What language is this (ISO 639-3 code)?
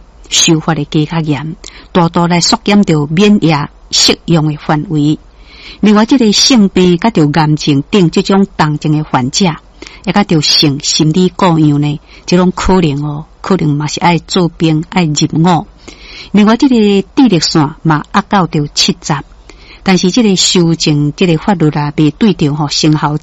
nan